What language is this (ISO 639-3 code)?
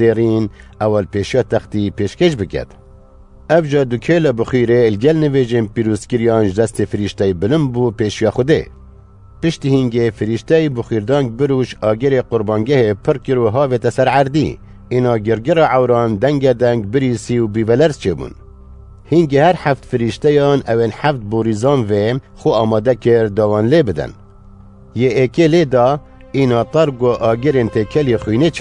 kur